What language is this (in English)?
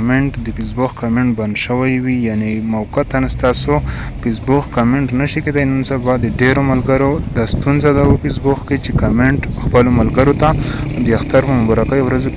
Pashto